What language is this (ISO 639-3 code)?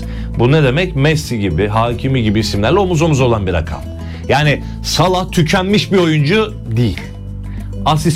tur